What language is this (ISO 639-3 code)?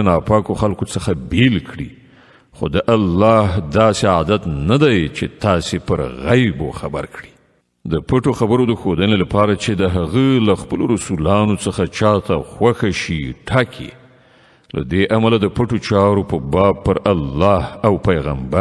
pus